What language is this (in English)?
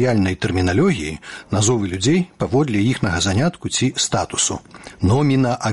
Belarusian